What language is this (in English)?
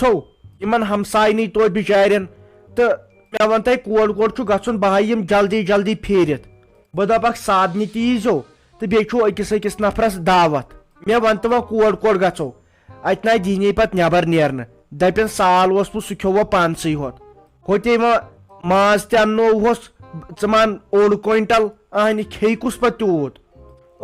Kashmiri